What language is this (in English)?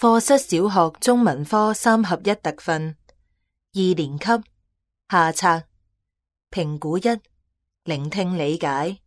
Cantonese